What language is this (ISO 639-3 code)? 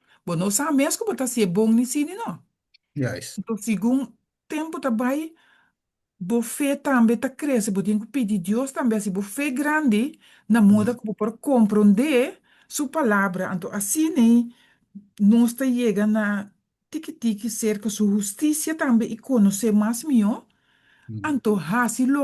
pap